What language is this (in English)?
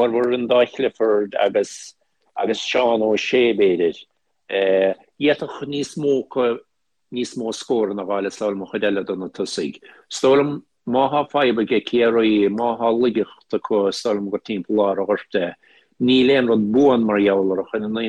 Irish